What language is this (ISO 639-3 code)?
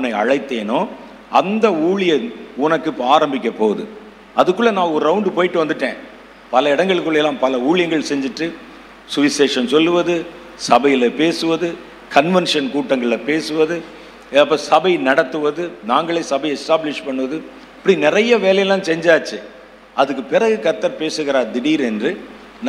tam